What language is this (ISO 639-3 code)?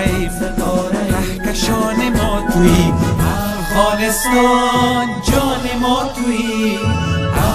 fas